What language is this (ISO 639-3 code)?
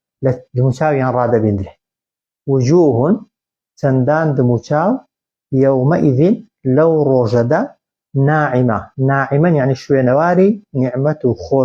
ckb